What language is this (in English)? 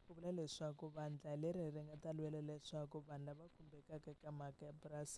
Tsonga